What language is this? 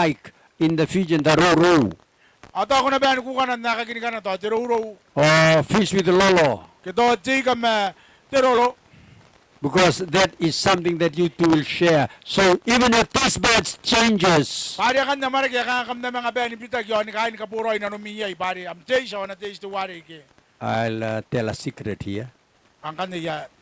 Gilbertese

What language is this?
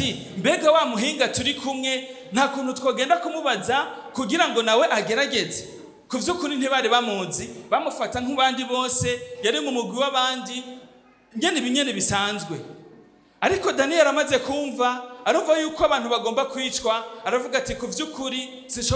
Rundi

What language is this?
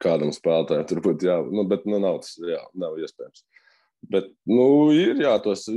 Latvian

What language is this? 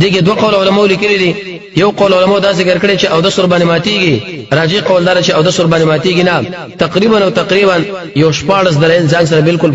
Pashto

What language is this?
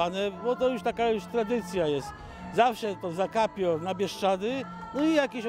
Polish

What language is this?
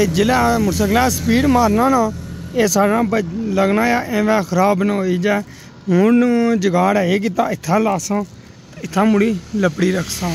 Saraiki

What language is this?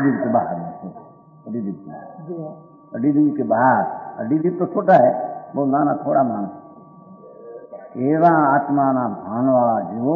Gujarati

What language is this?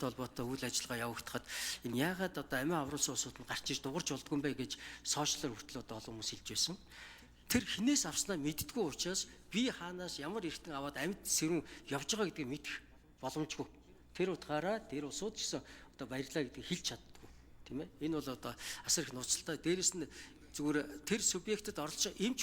Mongolian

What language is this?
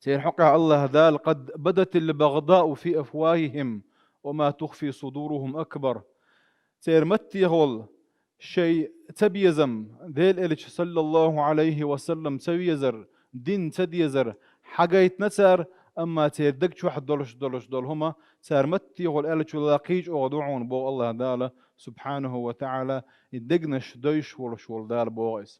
Chechen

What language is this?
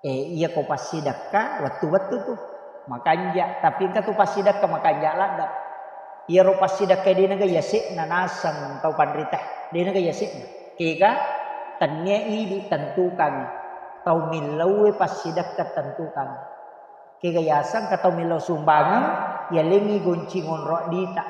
Buginese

